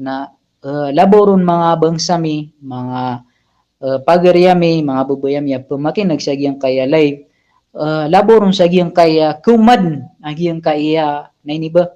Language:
Maranao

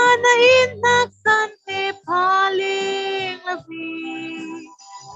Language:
Falam Chin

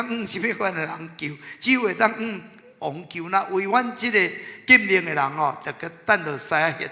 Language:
Min Nan Chinese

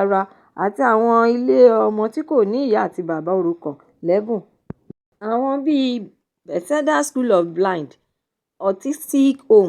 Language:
Yoruba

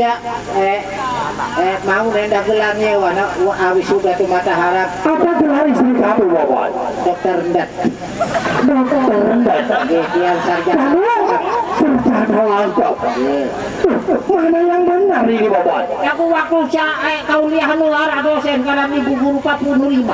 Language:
Sasak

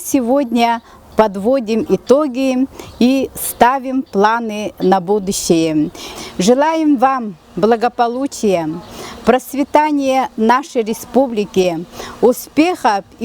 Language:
Yakut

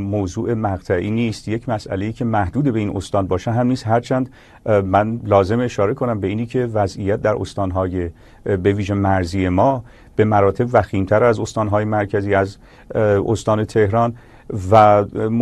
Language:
Persian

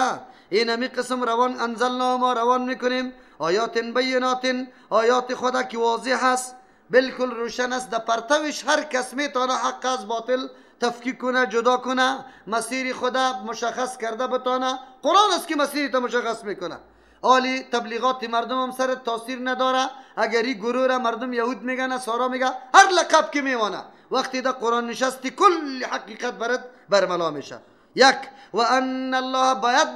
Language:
Persian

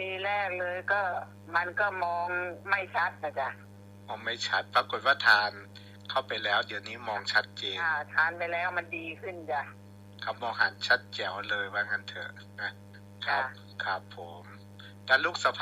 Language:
Thai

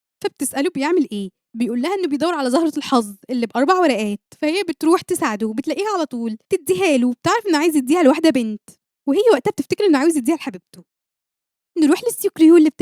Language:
Egyptian Arabic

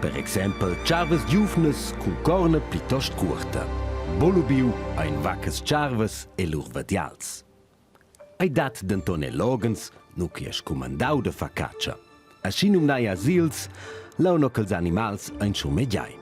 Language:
Romansh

